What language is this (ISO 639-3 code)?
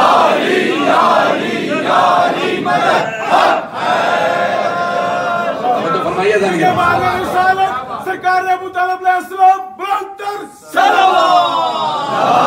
urd